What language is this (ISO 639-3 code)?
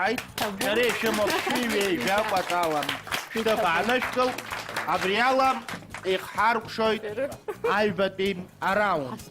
abk